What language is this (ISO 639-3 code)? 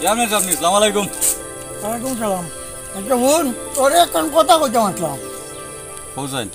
syl